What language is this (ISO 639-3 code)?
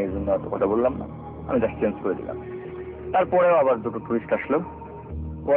ben